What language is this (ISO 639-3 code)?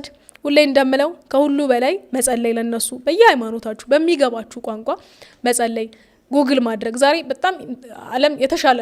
amh